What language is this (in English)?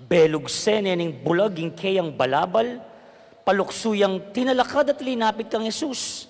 Pampanga